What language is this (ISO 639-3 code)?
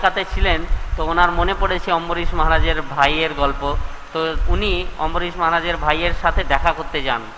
ben